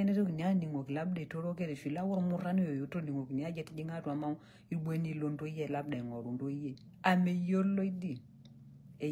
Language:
Masai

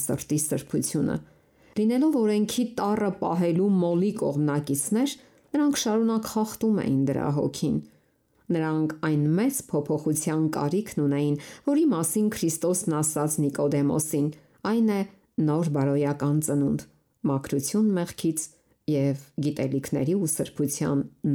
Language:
Armenian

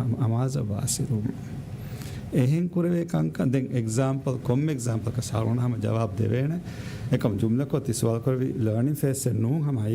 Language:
Divehi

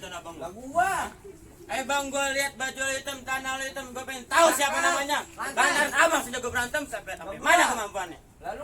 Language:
Betawi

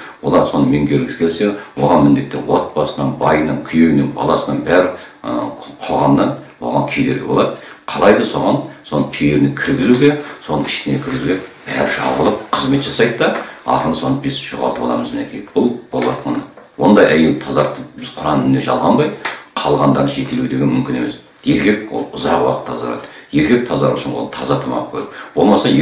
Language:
Kazakh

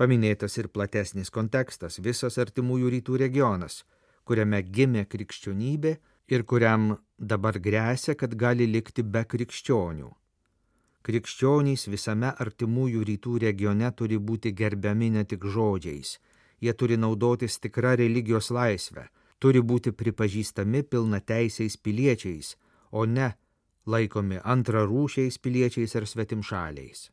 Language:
Lithuanian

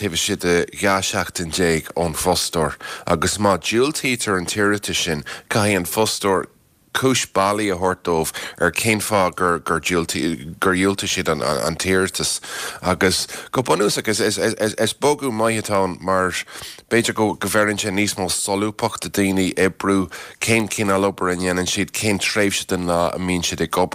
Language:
Irish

